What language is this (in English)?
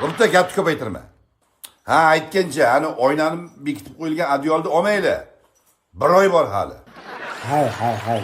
Uzbek